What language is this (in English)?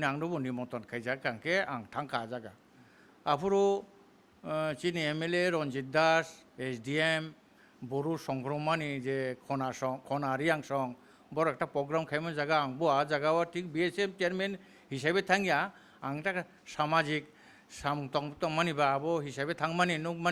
Kok Borok